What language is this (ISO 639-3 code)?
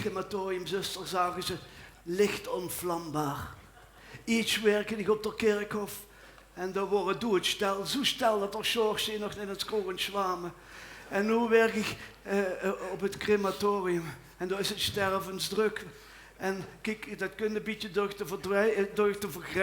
lim